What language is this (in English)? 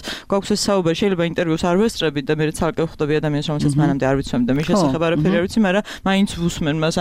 Georgian